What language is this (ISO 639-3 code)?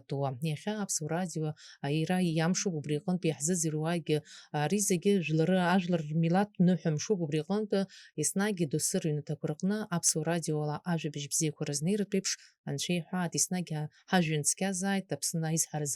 abk